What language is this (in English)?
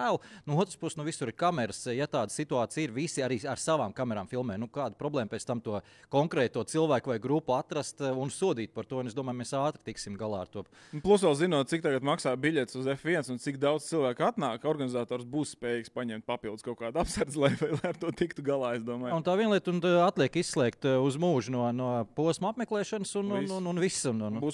Latvian